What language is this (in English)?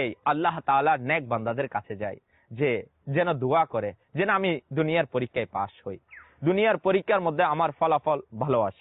Bangla